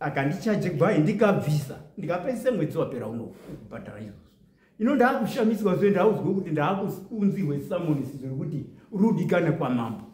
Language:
Shona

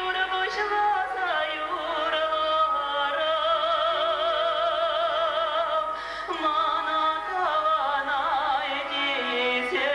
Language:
Chuvash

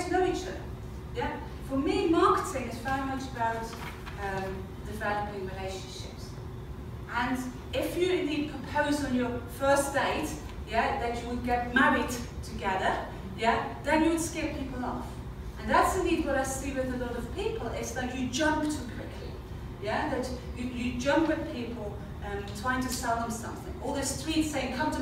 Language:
English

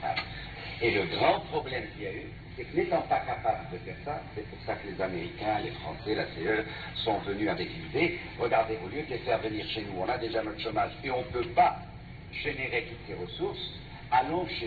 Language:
French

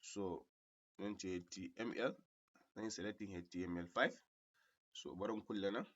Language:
Hausa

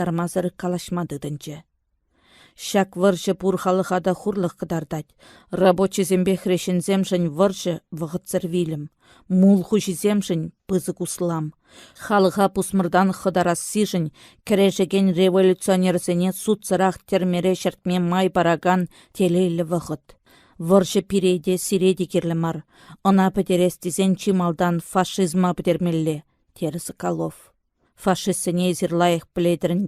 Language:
Chuvash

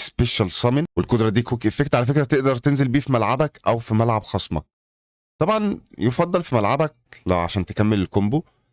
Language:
Egyptian Arabic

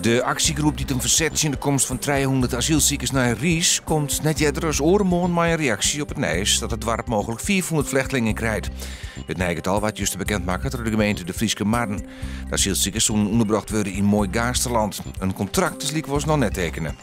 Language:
Western Frisian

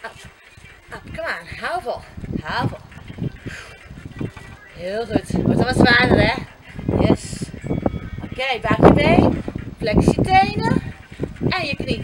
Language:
Dutch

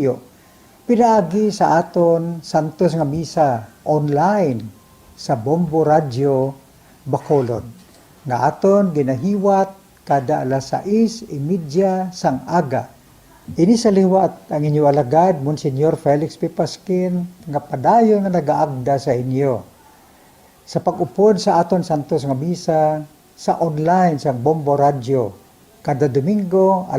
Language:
Hiligaynon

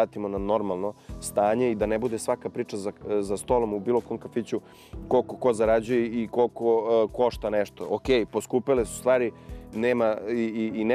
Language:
Serbian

